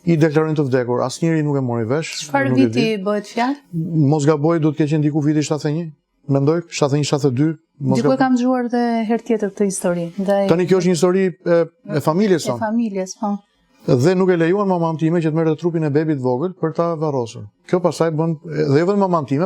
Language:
Albanian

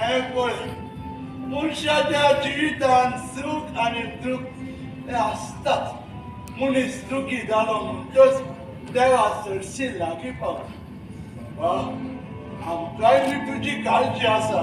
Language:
Konkani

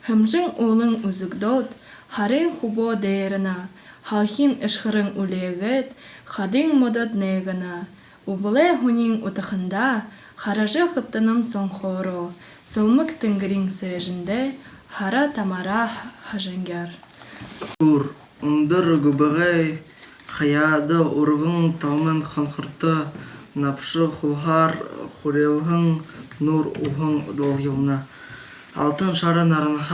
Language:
Buriat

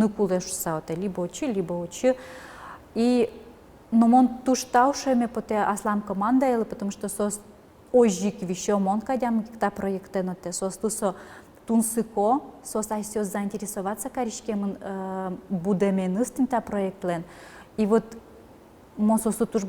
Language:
Udmurt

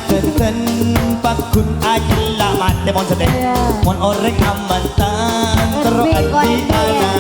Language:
Madurese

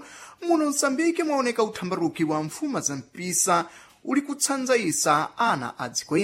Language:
Sena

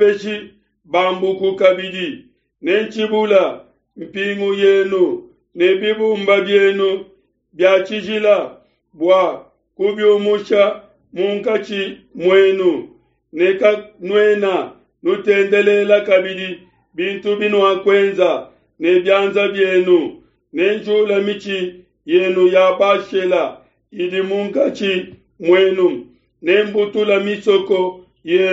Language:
Luba-Lulua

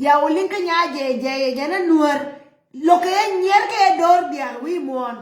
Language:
Nuer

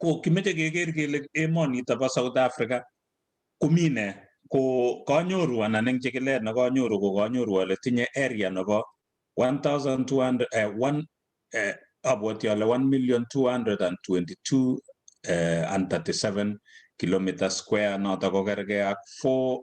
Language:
Kalenjin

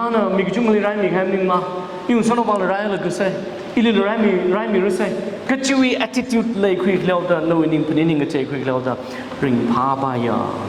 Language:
Tangkhul Naga (India)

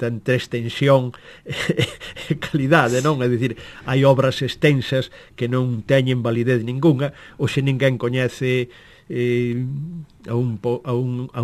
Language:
Galician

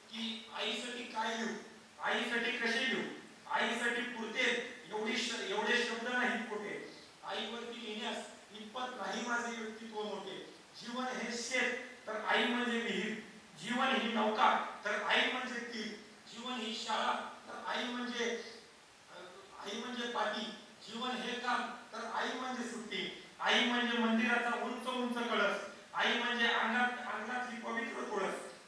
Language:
Marathi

